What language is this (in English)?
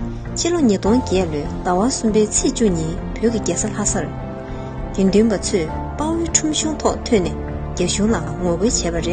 Tibetan